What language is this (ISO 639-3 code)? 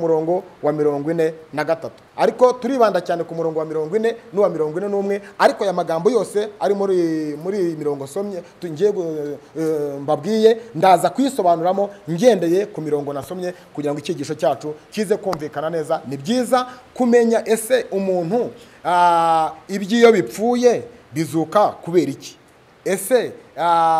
kin